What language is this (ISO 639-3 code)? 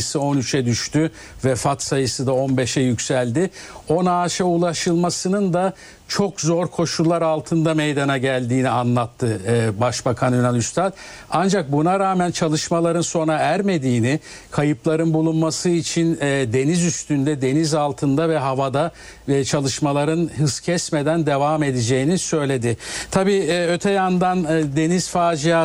tur